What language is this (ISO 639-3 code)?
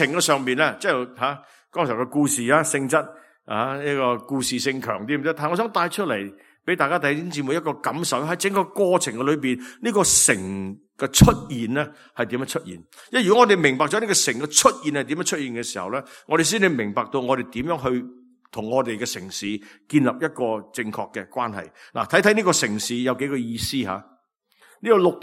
yue